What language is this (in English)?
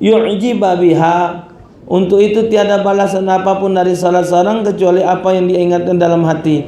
Musi